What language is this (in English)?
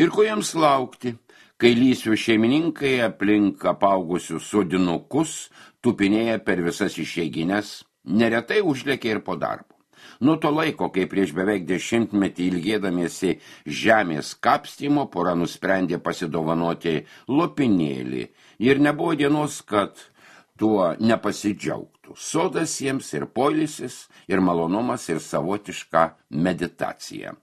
Lithuanian